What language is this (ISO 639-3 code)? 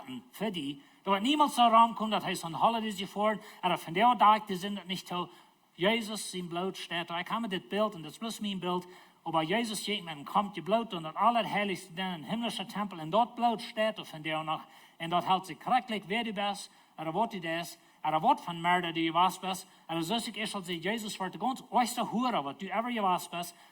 pdt